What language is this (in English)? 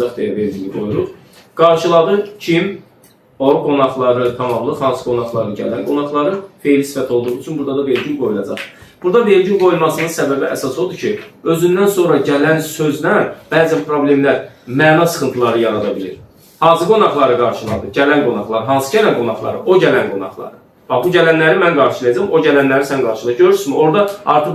Azerbaijani